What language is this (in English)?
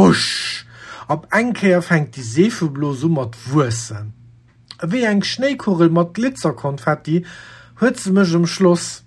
Luxembourgish